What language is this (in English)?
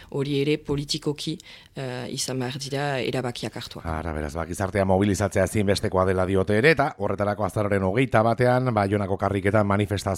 Basque